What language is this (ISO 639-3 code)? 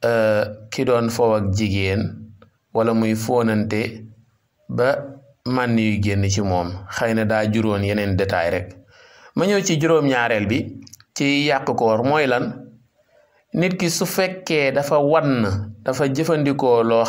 wol